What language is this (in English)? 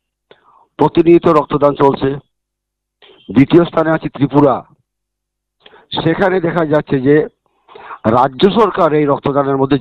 Bangla